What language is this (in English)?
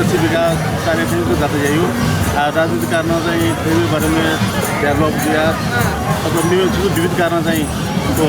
Newari